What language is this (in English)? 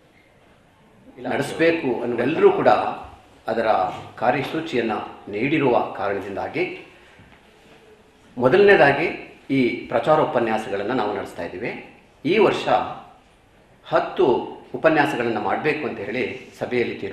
Kannada